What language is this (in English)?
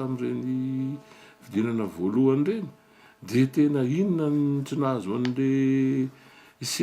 Malagasy